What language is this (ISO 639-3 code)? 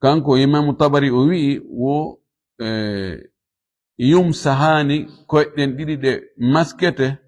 ful